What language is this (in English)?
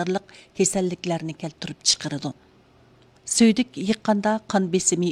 Uyghur